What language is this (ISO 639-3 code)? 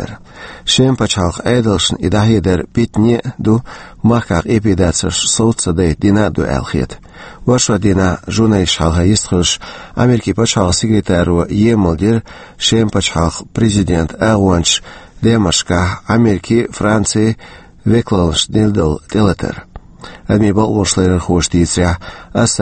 che